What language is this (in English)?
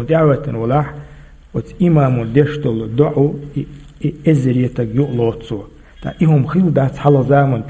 Chechen